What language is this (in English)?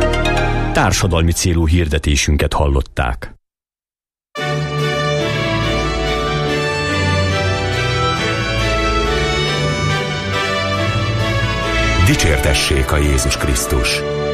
Hungarian